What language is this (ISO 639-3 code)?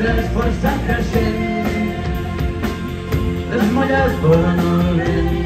cat